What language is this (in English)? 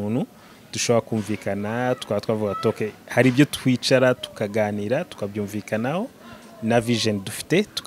Kinyarwanda